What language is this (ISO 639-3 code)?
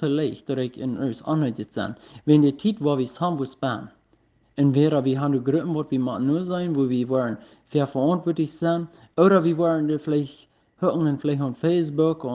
pdt